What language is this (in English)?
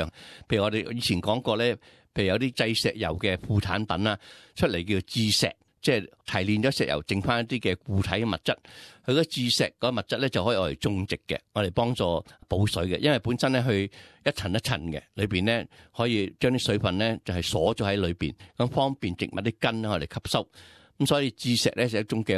Cantonese